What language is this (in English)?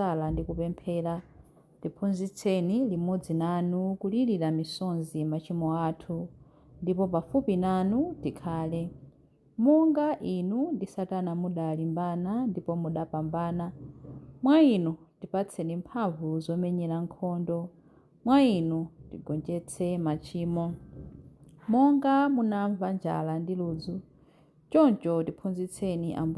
Nyanja